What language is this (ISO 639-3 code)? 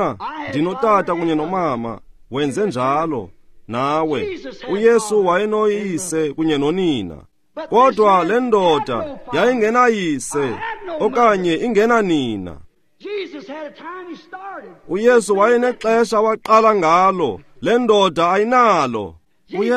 xho